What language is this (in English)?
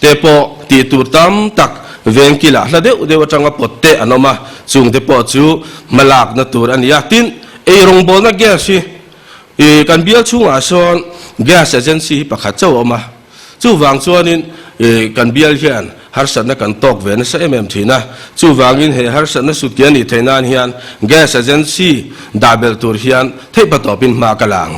Mizo